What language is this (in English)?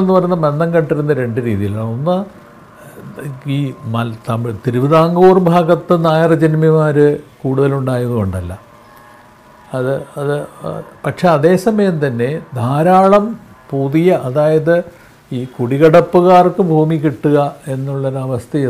Malayalam